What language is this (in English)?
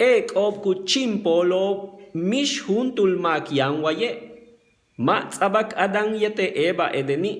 Yucateco